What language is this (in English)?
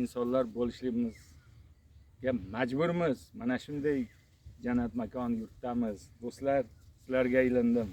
Uzbek